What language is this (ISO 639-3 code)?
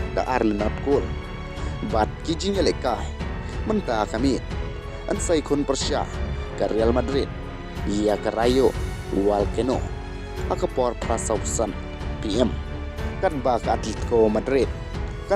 kha